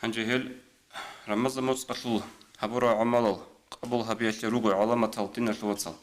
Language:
Avaric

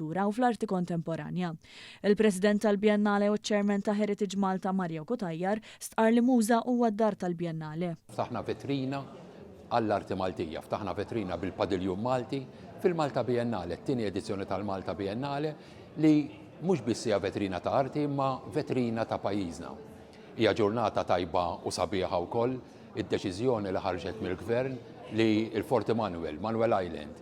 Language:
Maltese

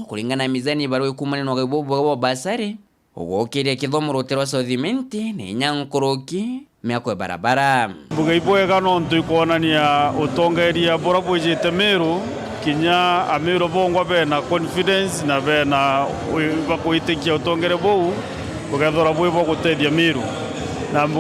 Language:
Meru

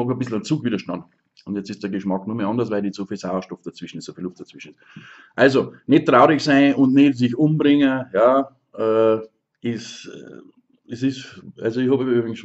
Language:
Bavarian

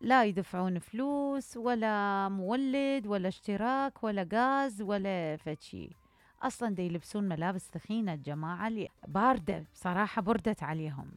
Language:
Mesopotamian Arabic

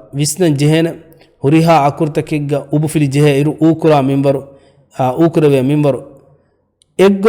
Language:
Divehi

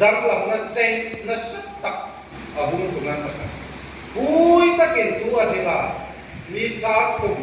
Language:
Hmar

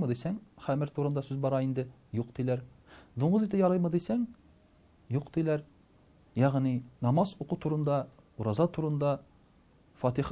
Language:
Tatar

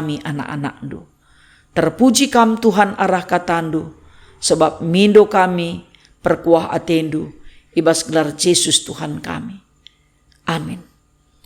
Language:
Batak Karo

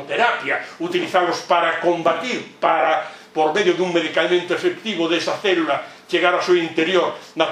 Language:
Galician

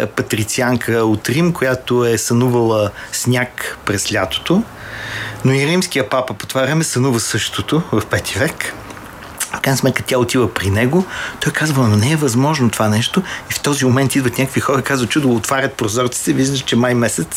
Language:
Bulgarian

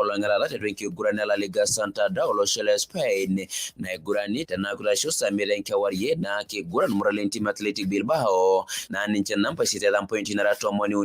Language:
Masai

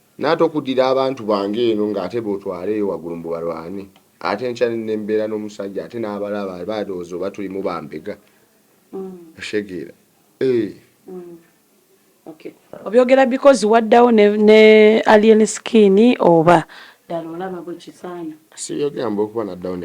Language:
Ganda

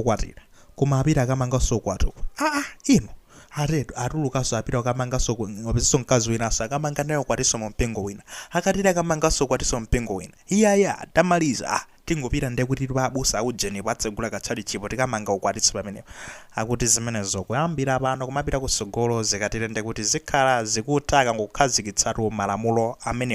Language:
Nyanja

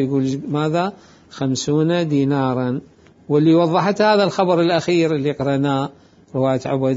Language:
Mesopotamian Arabic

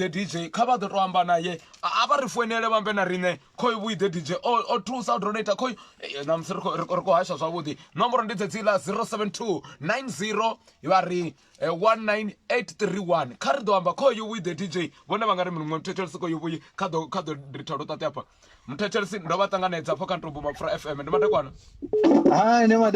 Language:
Venda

